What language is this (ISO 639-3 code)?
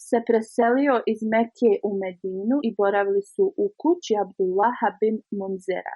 bos